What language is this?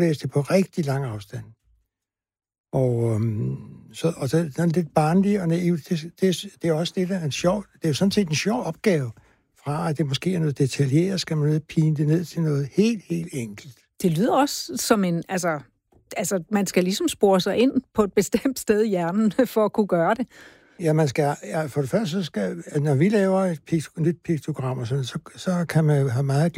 Danish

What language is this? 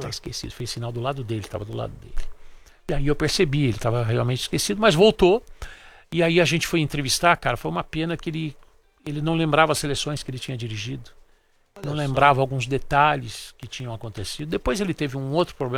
Portuguese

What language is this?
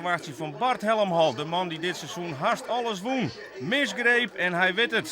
Western Frisian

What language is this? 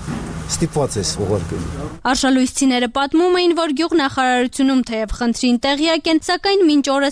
Armenian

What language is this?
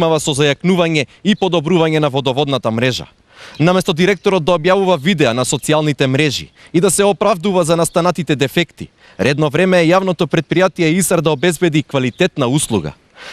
Macedonian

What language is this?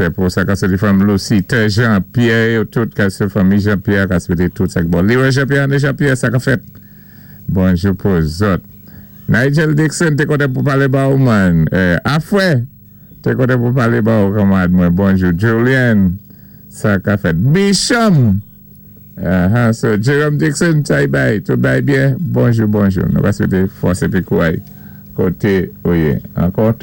Saint Lucian Creole French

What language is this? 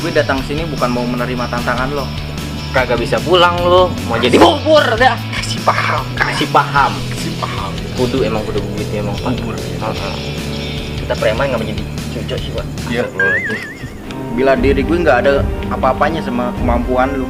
Betawi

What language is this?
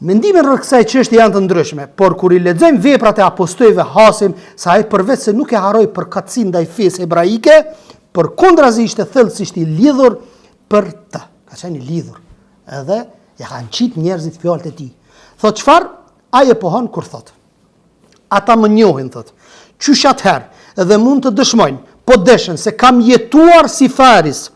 Albanian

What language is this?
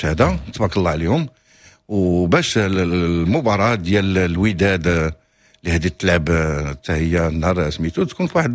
Moroccan Arabic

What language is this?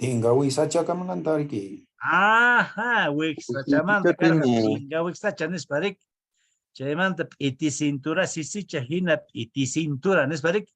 Quechua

